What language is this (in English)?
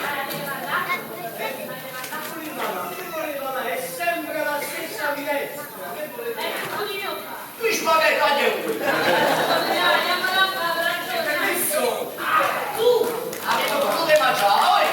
Neapolitan